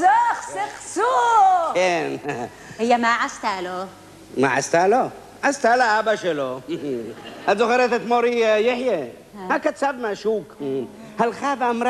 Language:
Hebrew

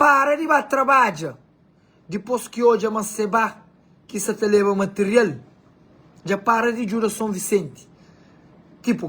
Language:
Kabuverdianu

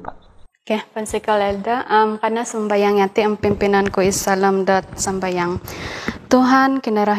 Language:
Central Dusun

